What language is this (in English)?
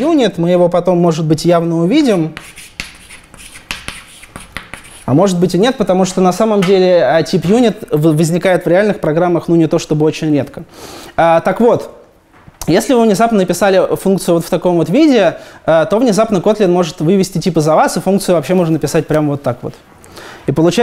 Russian